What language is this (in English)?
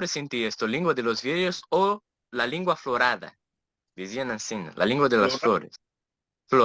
Ladino